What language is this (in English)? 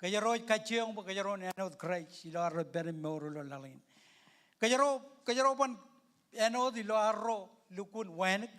Marshallese